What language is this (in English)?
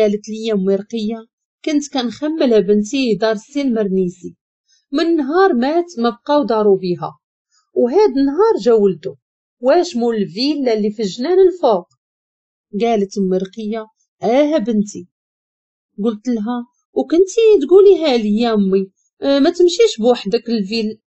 Moroccan Arabic